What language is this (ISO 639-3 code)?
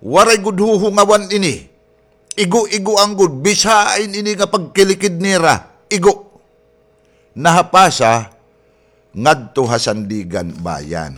war